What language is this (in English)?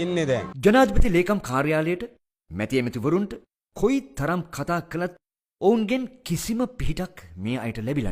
Sinhala